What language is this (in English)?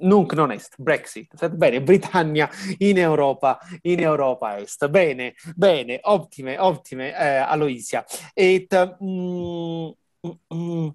Latin